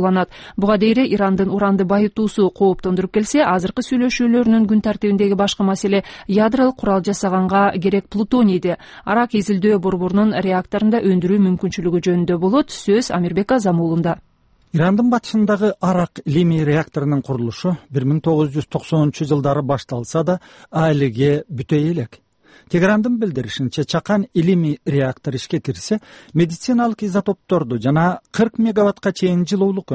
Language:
Kyrgyz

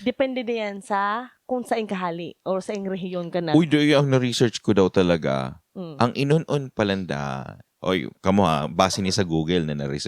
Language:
Bikol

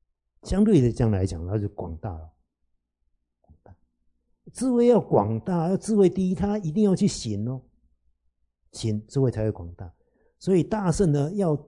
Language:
Chinese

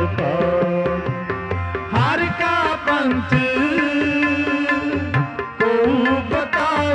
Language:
Punjabi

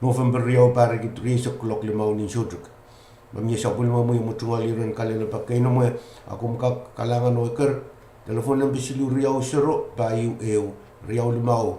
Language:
Pohnpeian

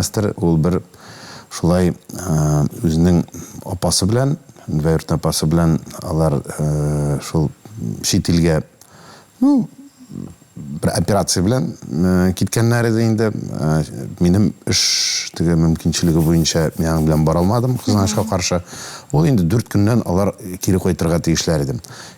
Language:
Tatar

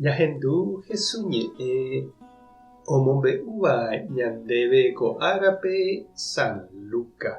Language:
Guarani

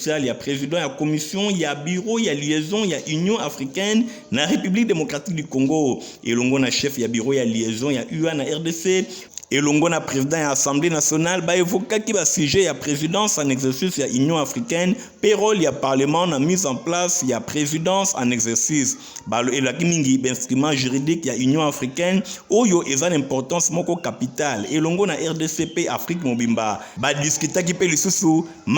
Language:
Lingala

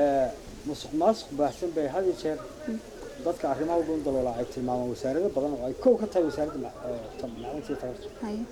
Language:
Somali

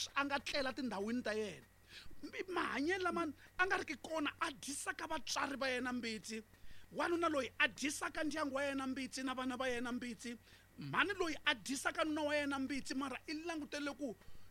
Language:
Tsonga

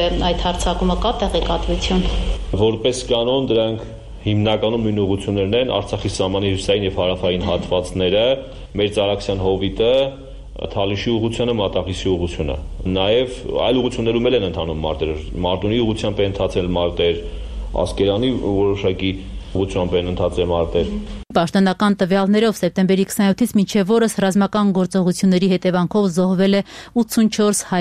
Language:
Armenian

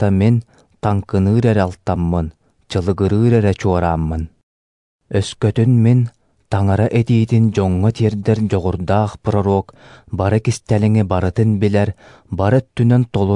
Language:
Yakut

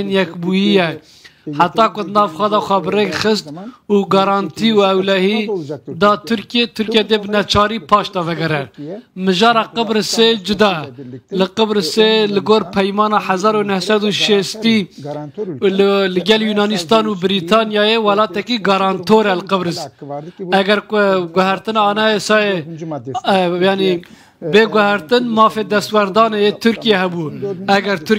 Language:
Kurdish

